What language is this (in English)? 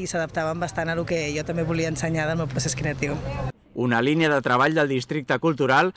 Catalan